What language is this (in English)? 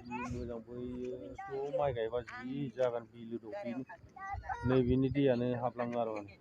Bodo